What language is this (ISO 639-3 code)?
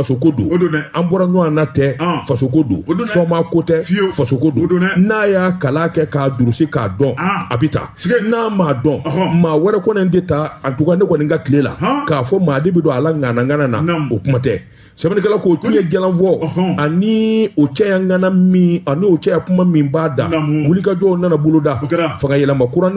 bam